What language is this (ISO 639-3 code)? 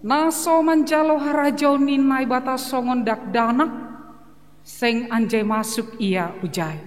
bts